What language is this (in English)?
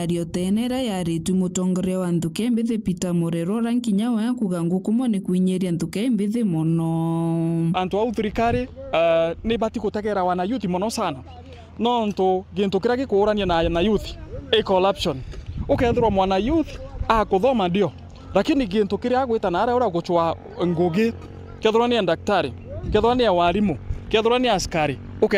Meru